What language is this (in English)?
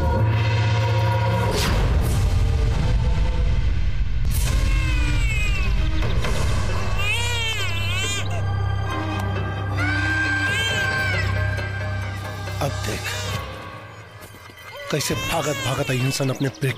Bhojpuri